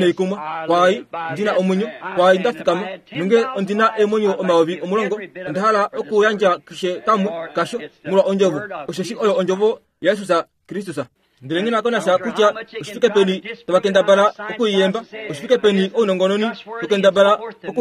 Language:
Kuanyama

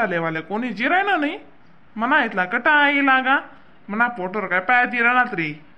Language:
Khandesi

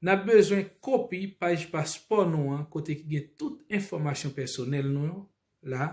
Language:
Haitian Creole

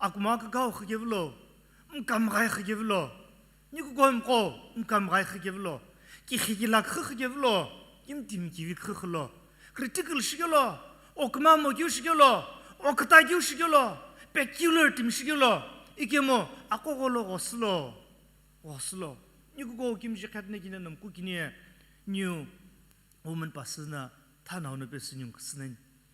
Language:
Sumi Naga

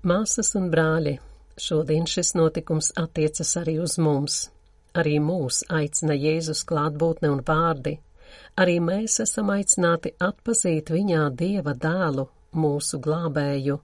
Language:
Latvian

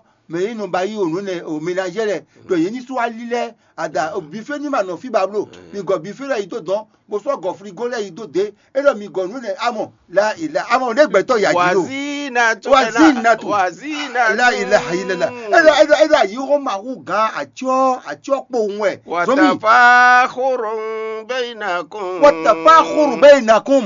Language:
Fon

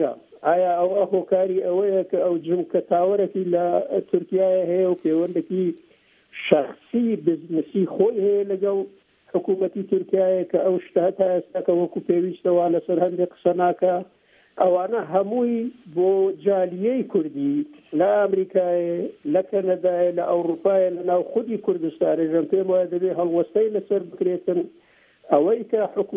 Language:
Central Kurdish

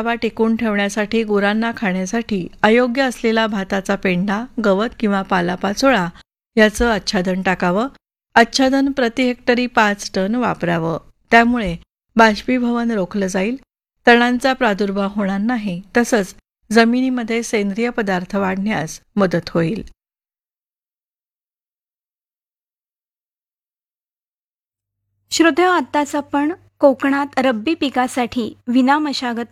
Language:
Marathi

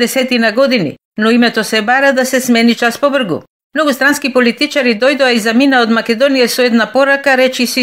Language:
Macedonian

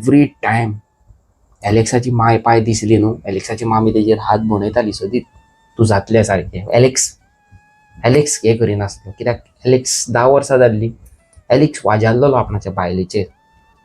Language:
Konkani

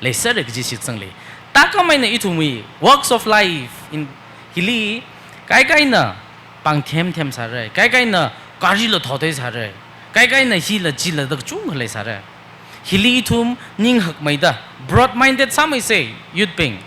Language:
Tangkhul Naga (India)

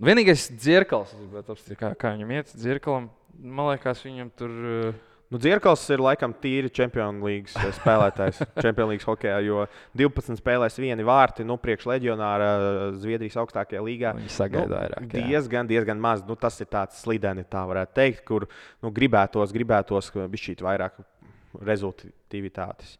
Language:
Latvian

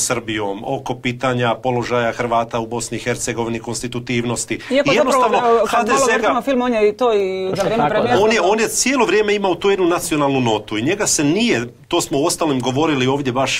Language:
Croatian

